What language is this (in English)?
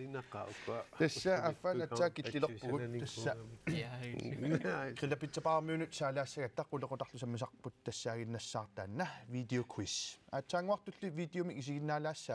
Kalaallisut